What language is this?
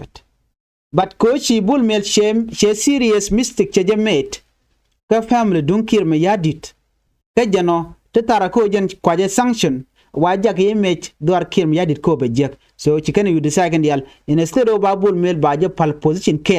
Nuer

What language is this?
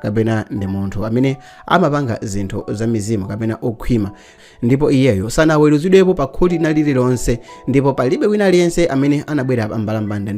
Nyanja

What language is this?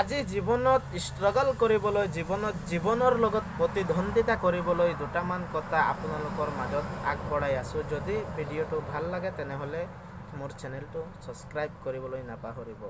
Assamese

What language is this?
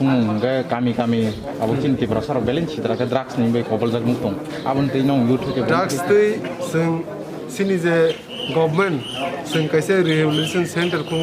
Kok Borok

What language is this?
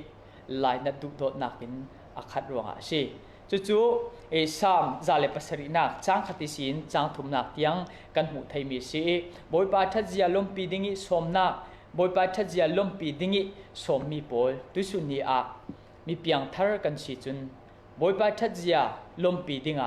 Falam Chin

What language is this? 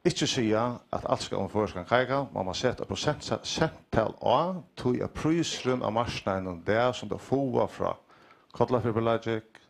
Faroese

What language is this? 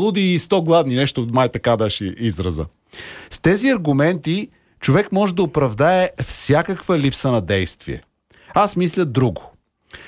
Bulgarian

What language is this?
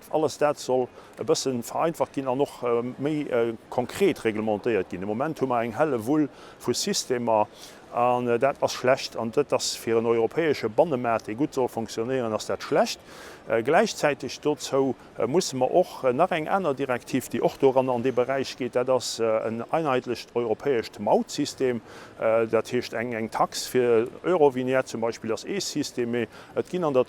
Luxembourgish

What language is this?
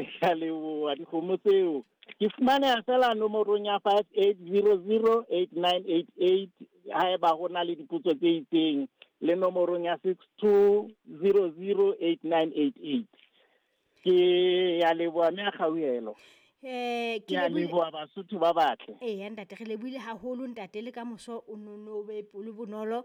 Southern Sotho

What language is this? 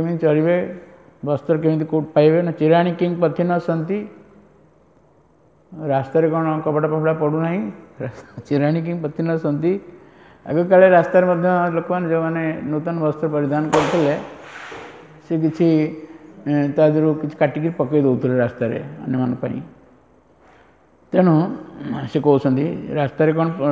Odia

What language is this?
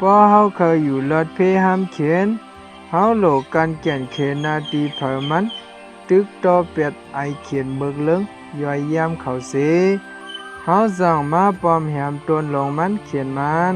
Shan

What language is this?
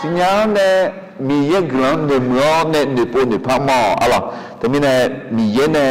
Akha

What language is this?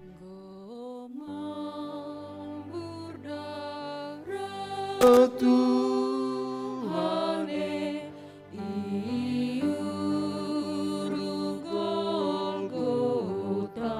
Batak Karo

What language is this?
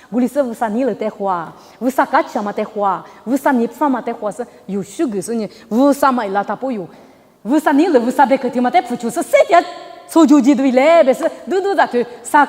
Lisu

